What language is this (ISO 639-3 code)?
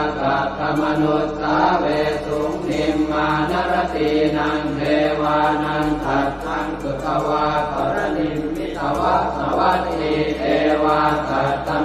pli